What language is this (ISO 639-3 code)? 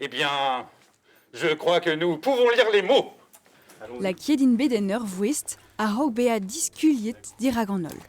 bre